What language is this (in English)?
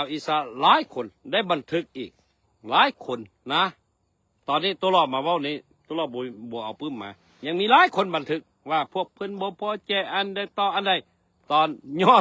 Lao